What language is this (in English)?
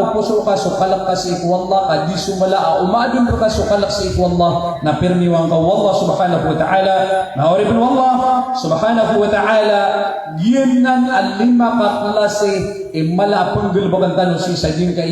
Maranao